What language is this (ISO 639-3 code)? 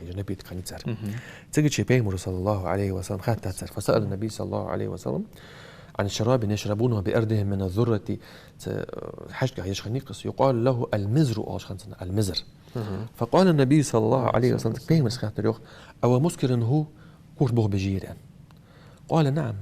inh